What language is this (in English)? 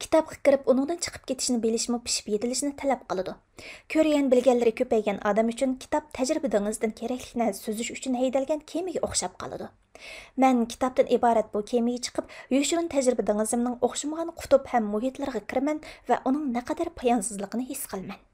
Uyghur